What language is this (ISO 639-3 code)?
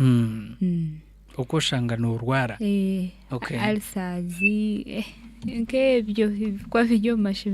nyn